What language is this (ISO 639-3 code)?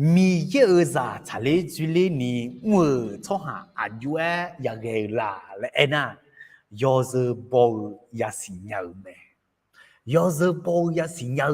ahk